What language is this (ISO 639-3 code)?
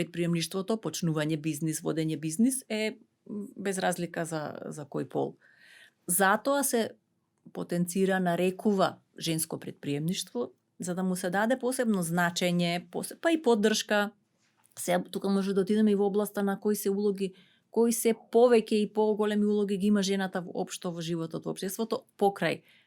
mkd